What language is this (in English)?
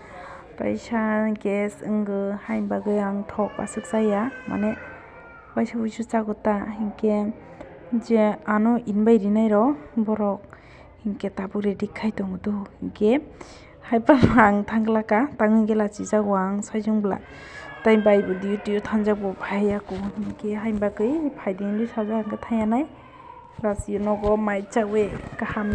Kok Borok